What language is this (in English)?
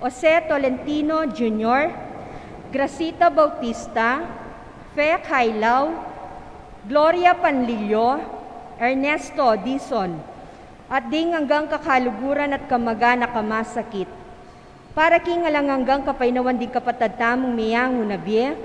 Pampanga